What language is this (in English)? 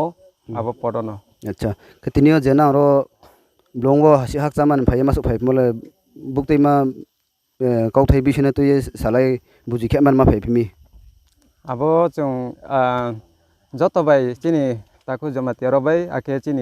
Riang (India)